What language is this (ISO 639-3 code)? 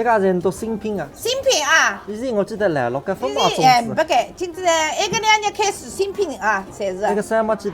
wuu